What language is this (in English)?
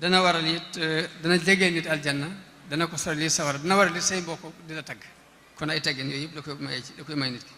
Wolof